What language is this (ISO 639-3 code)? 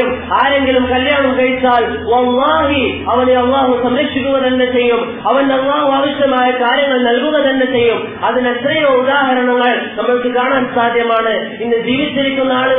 mal